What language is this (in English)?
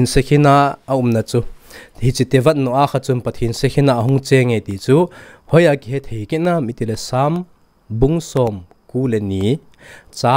Thado Chin